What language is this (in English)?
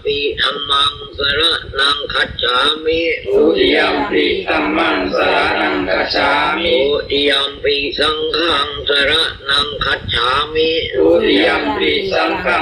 Pali